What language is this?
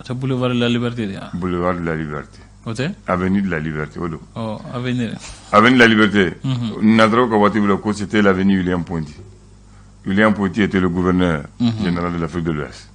Bambara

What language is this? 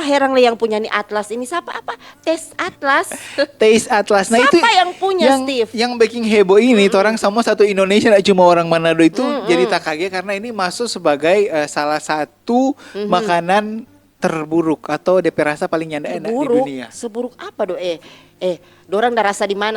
Manado Malay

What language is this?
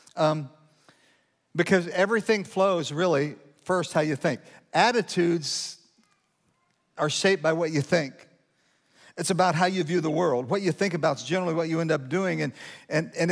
English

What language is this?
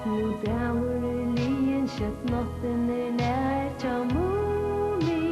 Faroese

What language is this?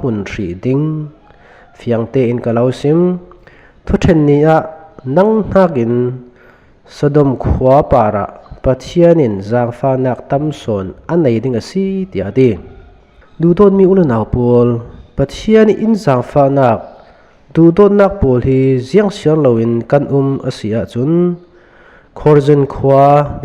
Falam Chin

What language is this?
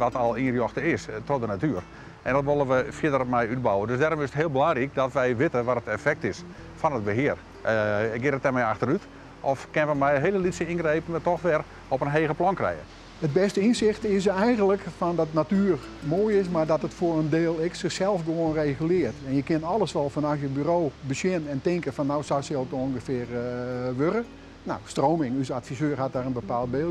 Western Frisian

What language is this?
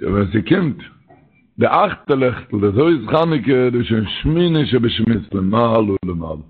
Yiddish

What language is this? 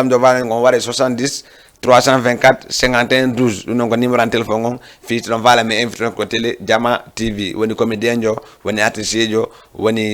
Fula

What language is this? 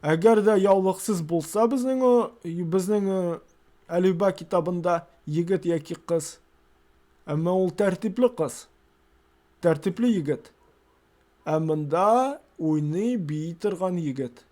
Tatar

